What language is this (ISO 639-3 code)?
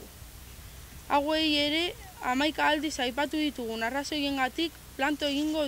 eus